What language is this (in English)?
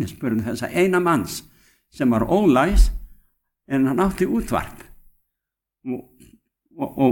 Icelandic